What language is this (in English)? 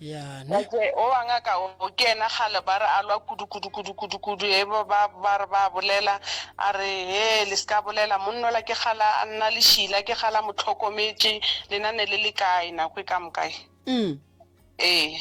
Northern Sotho